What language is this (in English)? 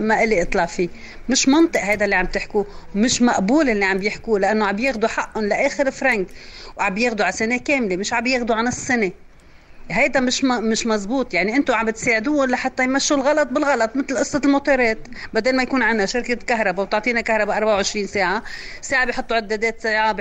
North Levantine Arabic